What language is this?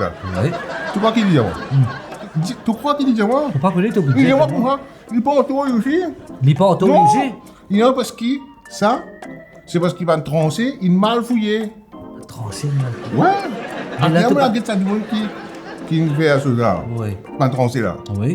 Morisyen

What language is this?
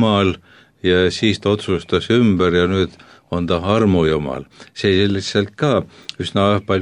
Estonian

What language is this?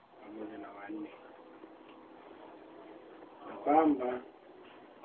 Swahili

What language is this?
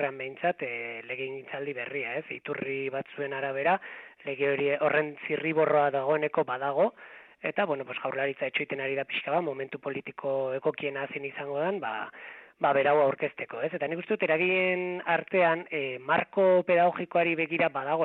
Basque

